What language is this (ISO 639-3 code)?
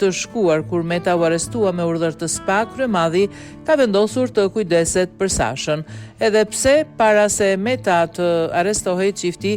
sqi